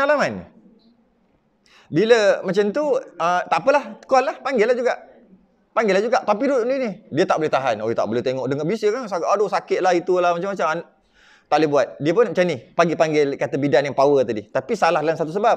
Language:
Malay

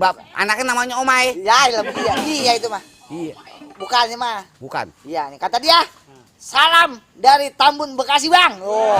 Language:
Betawi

